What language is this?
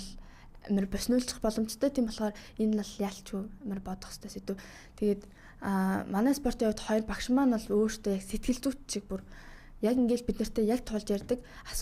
Mongolian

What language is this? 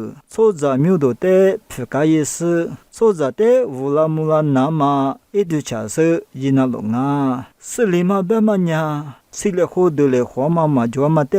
Lisu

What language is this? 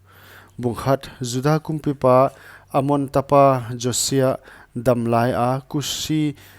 Paite Chin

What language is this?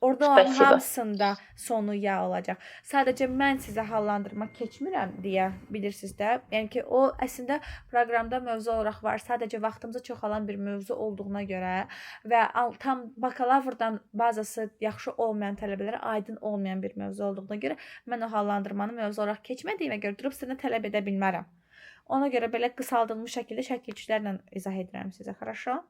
Azerbaijani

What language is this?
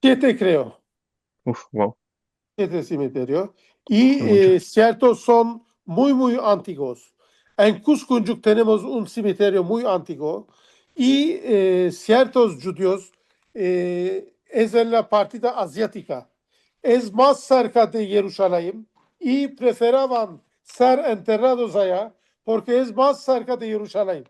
Ladino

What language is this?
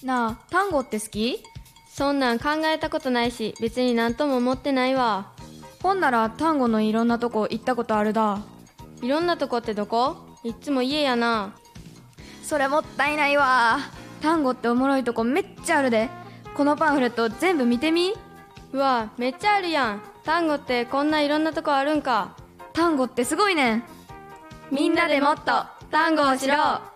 Japanese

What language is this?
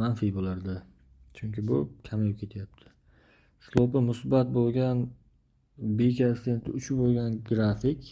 Uzbek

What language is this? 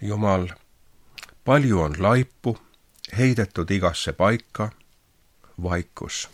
Estonian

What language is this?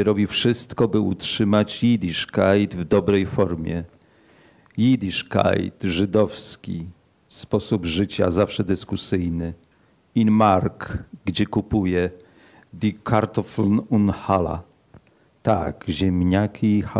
Polish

